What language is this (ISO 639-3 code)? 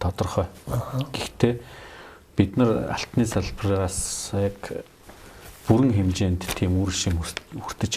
mon